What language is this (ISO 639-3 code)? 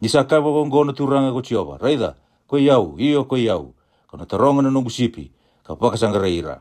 fij